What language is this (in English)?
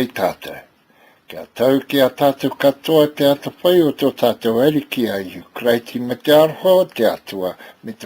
Māori